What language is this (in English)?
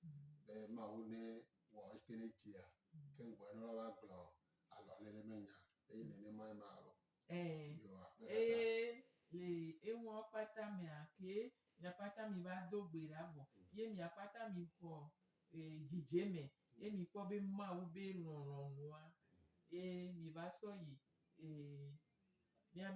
Gen